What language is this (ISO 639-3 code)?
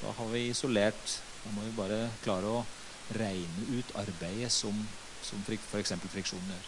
nor